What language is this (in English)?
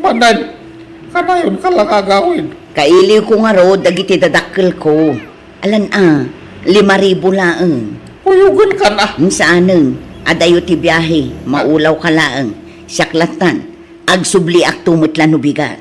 Iloko